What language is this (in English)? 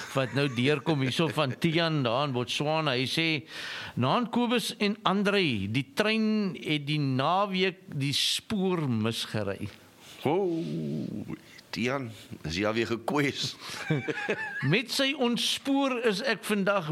Afrikaans